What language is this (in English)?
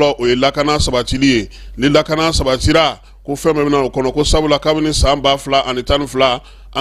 Bambara